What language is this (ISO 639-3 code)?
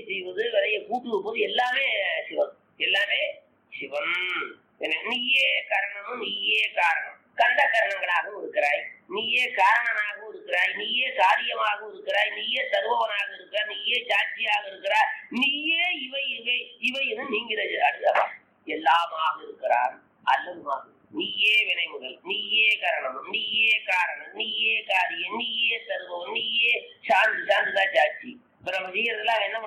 tam